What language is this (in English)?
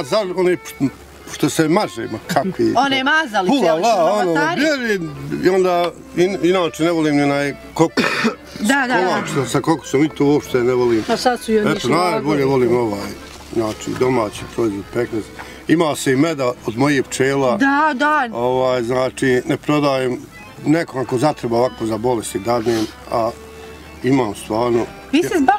Bosnian